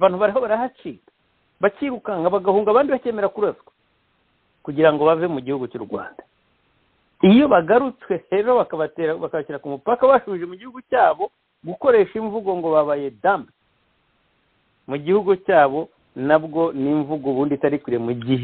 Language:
Kinyarwanda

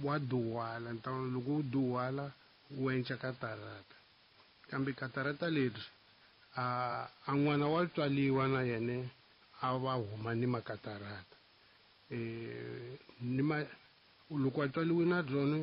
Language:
Tsonga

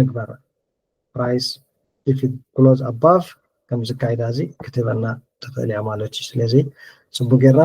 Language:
Tigrinya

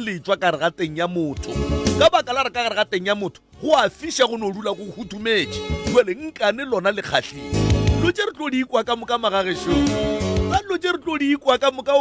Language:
Northern Sotho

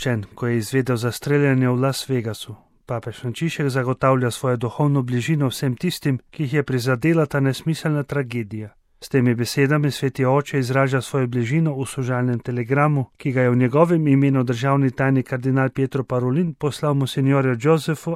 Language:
Slovenian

